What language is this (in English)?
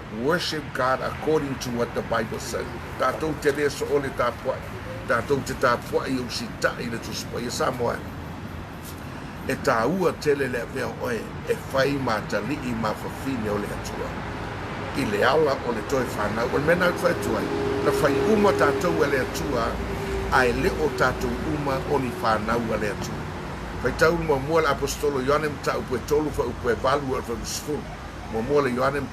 Samoan